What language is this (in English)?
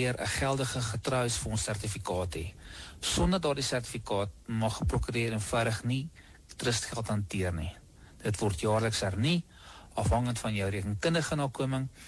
Afrikaans